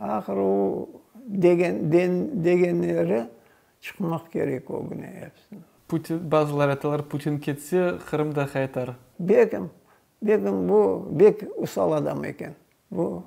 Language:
Crimean Tatar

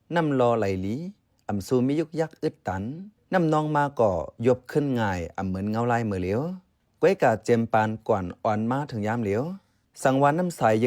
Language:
Shan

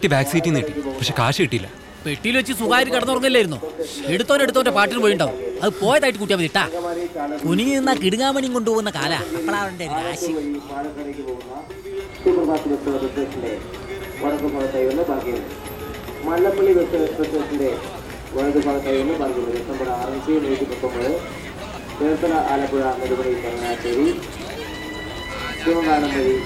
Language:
Malayalam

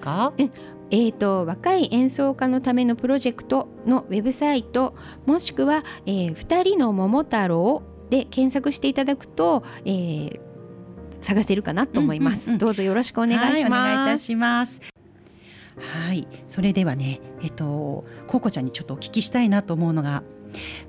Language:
Japanese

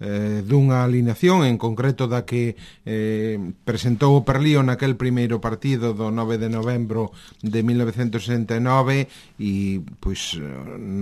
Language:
Galician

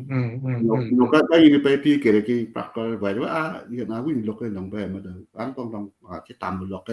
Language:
Acoli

